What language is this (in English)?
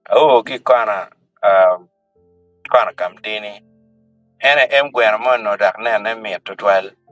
Acoli